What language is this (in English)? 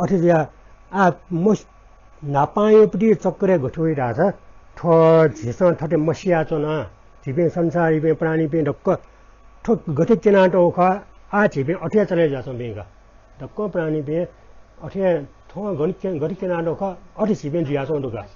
Newari